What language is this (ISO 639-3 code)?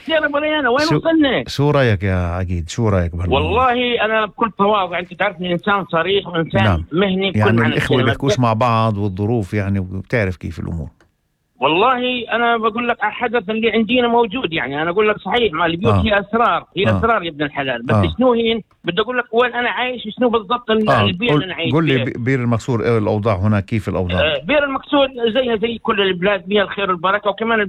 apc